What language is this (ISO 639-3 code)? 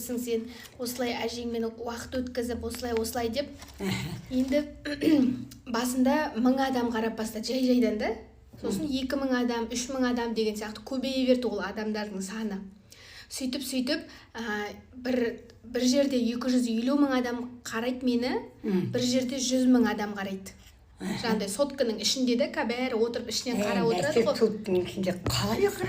kaz